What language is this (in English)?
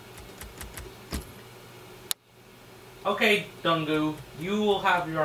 English